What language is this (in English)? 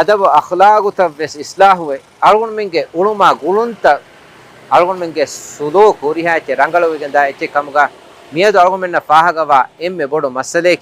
Divehi